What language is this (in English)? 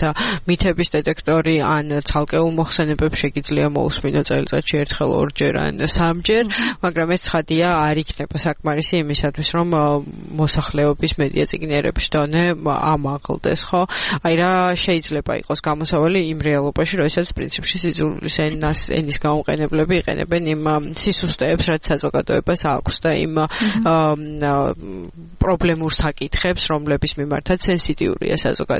Georgian